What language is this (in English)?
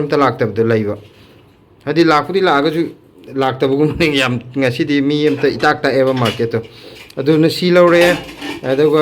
Manipuri